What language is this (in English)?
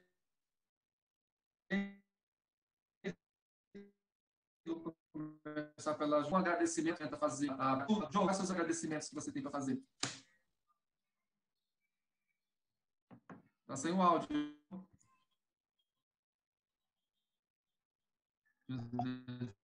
Portuguese